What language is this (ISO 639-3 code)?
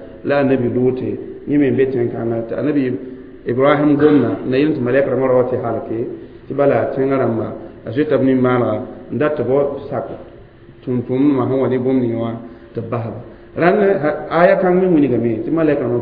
mos